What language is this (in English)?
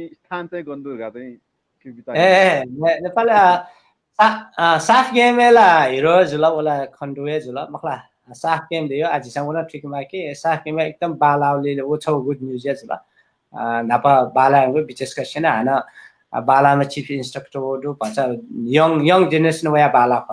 Newari